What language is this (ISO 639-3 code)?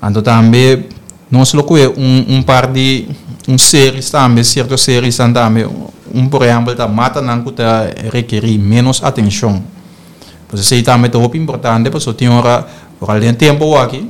pap